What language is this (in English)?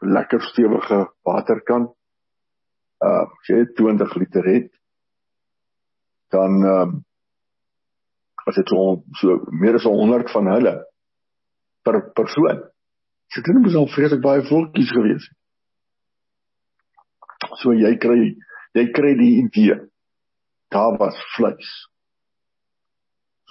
Afrikaans